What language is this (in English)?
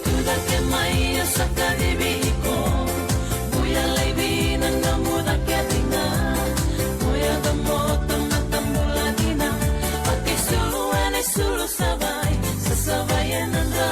Fijian